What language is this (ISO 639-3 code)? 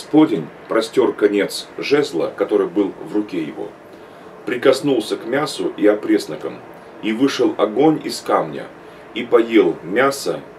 rus